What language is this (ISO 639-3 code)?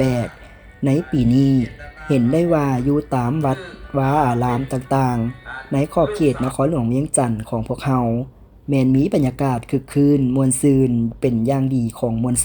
lao